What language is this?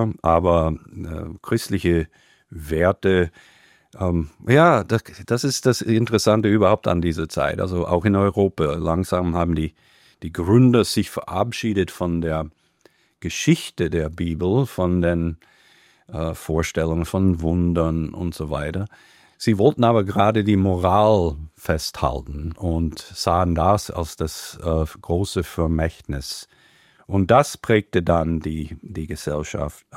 German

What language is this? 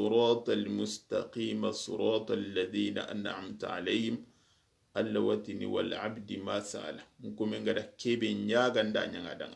Soninke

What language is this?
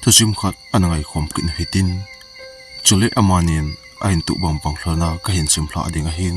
Thado Chin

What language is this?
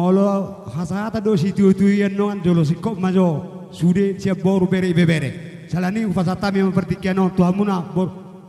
Batak Toba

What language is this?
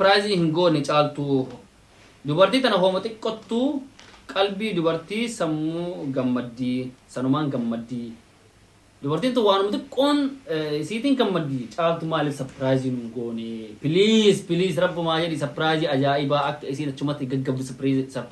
Oromo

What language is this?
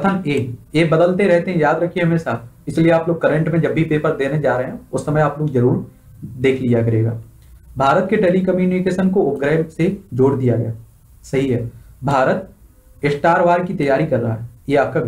Hindi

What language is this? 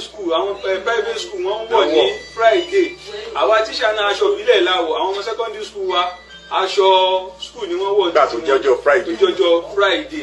Yoruba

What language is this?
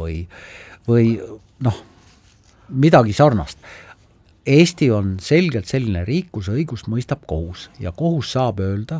Estonian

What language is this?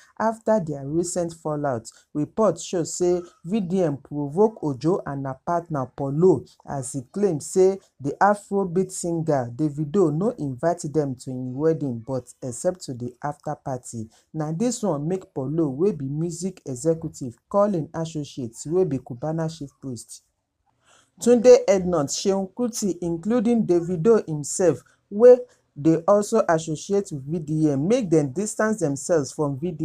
Nigerian Pidgin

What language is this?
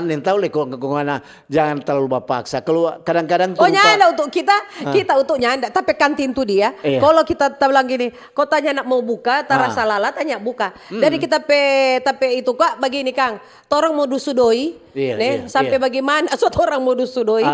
Manado Malay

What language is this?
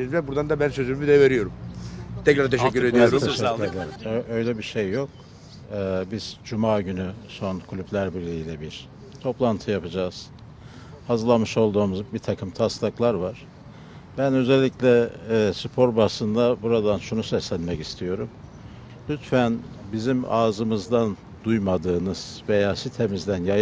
Turkish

